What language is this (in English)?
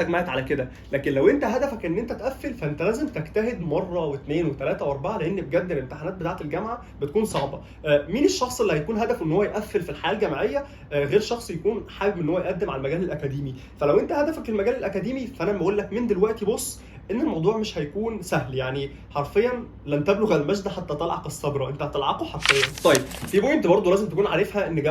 Egyptian Arabic